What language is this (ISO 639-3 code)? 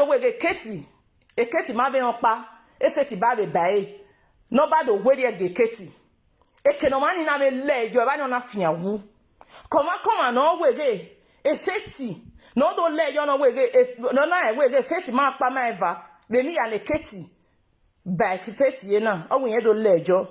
pcm